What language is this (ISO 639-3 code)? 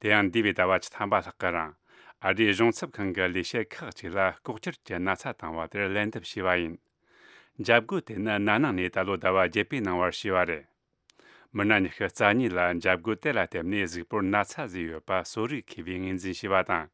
bod